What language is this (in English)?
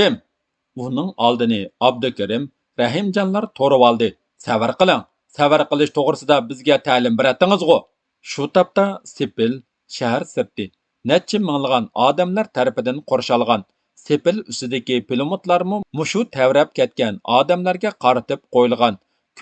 Uyghur